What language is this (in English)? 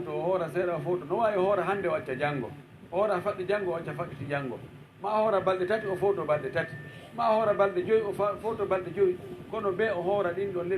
Fula